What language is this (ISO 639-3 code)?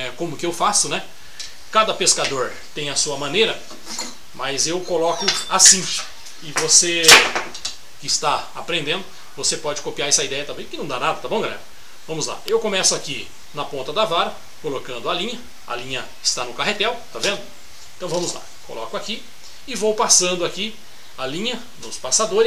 por